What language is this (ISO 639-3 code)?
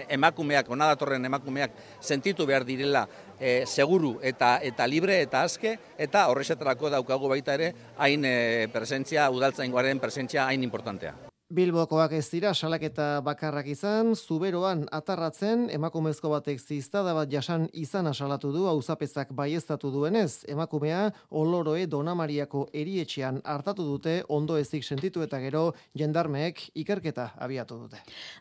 eus